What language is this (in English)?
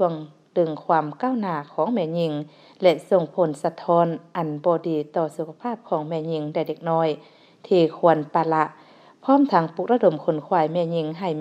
Lao